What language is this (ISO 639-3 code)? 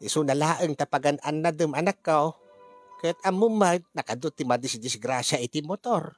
ilo